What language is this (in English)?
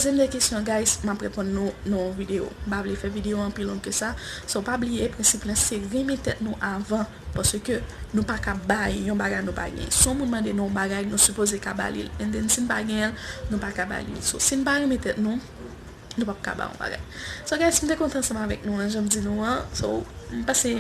Haitian Creole